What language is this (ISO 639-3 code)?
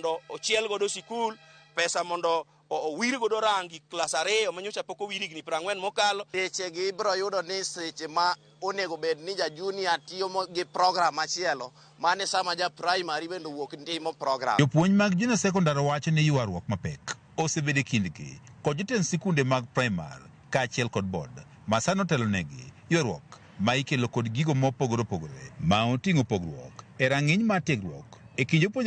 luo